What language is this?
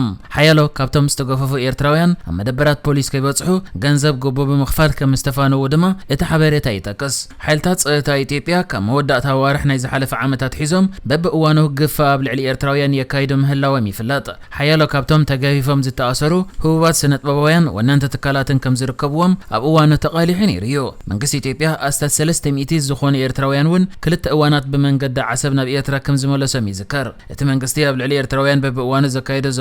Tigrinya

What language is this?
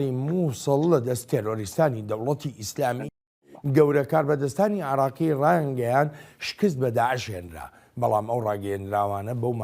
Central Kurdish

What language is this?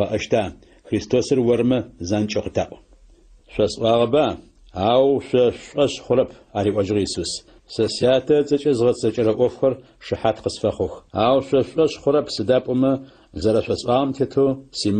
Adyghe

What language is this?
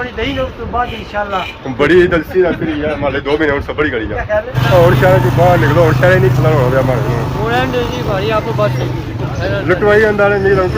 Pahari-Potwari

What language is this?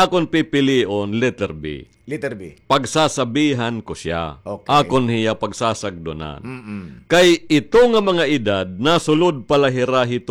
Waray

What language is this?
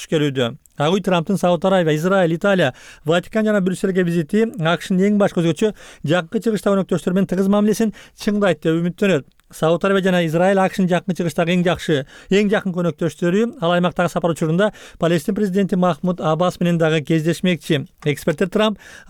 Kyrgyz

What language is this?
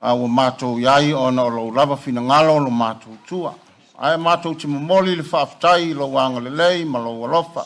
Samoan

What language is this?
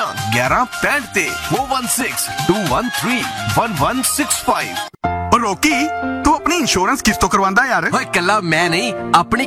Punjabi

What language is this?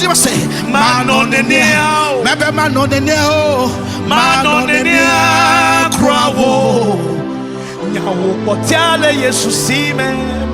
Ewe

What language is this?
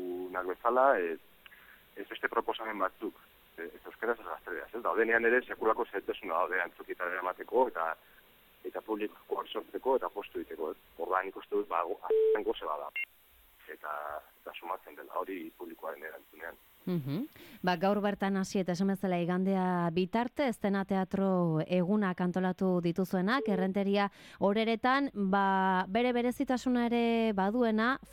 Basque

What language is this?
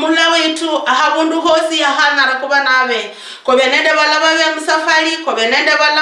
Luyia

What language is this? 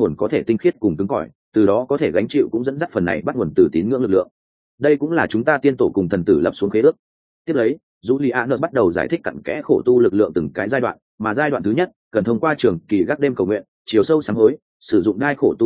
Vietnamese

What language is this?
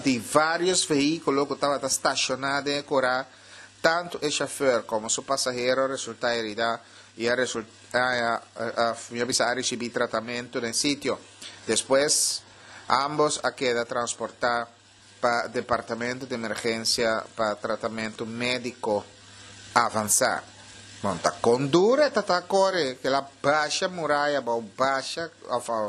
Papiamento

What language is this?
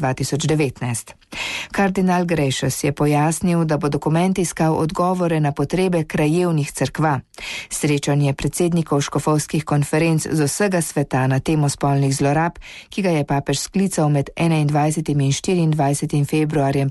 Slovenian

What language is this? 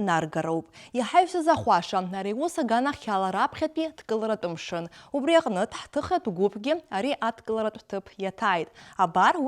Abkhazian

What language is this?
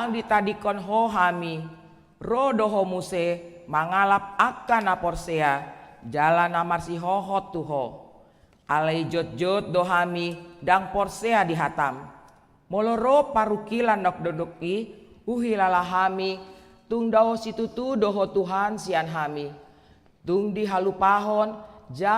Batak Toba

